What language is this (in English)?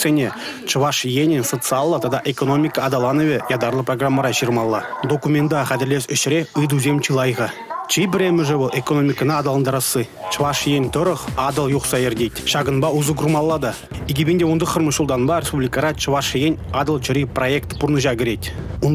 Chuvash